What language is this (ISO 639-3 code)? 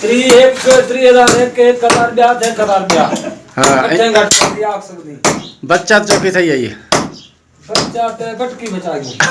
skr